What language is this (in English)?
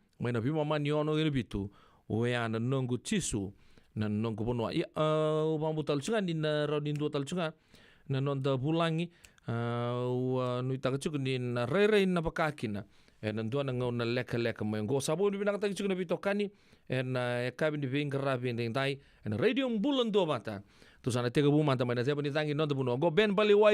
Fijian